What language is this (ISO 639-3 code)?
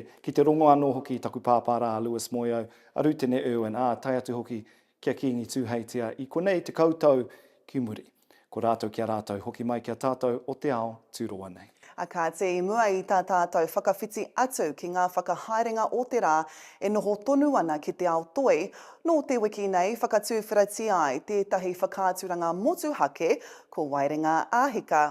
mri